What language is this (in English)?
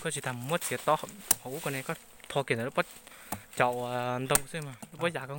Hmong